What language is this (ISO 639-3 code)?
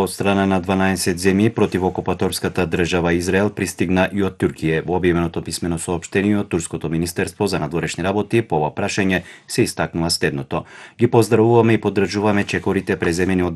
mkd